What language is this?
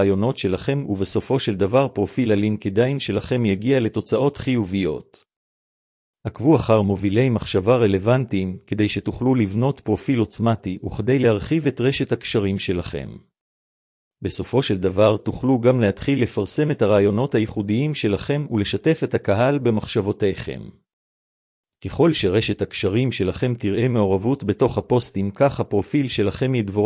Hebrew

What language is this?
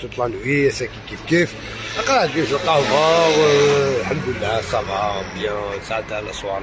Algerian Arabic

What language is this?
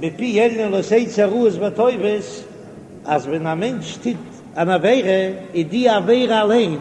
Yiddish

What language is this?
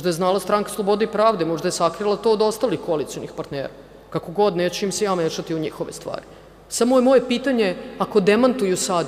Serbian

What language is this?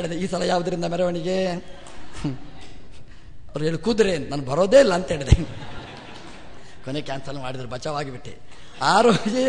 Kannada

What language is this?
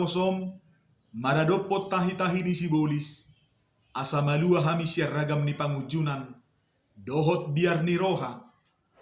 Batak Toba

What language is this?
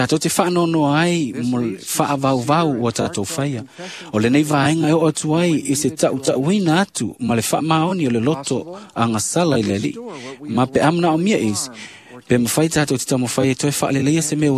Samoan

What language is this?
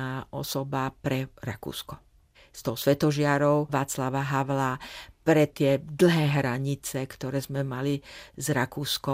Slovak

